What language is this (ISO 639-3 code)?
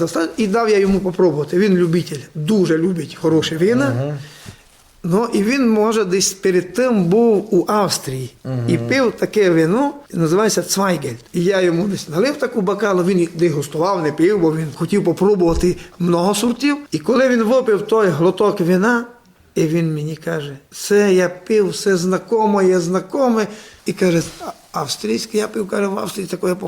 rue